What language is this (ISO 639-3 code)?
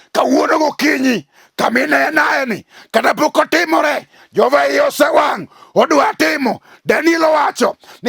luo